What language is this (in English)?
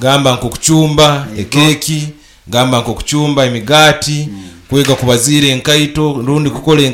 Nyoro